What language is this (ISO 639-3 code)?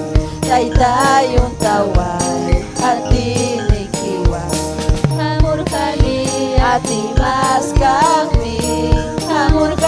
quy